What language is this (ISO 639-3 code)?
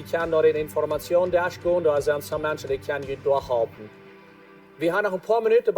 pdt